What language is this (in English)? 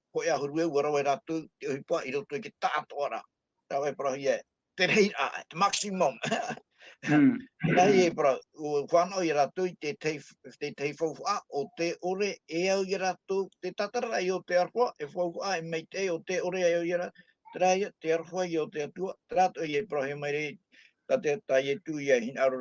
Tahitian